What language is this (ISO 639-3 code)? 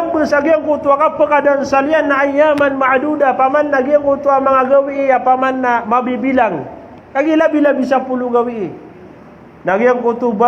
mrw